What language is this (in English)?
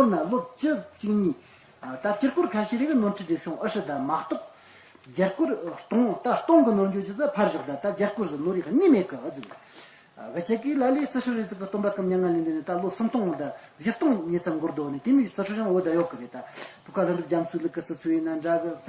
Tibetan